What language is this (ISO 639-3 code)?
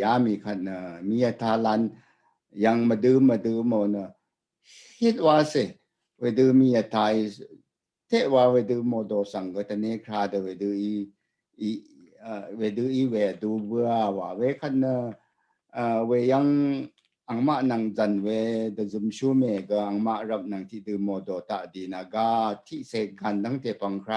raw